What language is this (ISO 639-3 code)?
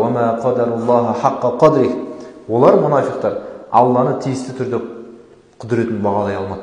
kaz